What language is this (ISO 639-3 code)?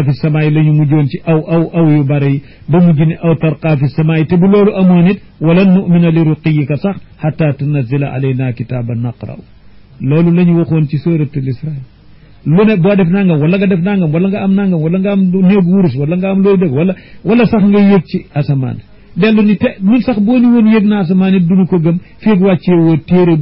wol